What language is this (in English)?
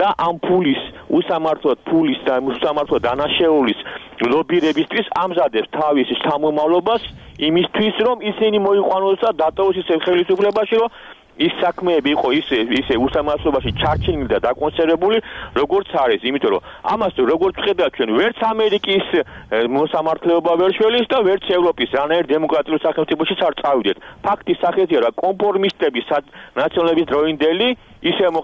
Georgian